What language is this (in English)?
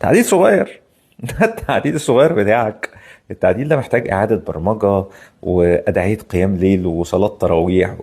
Egyptian Arabic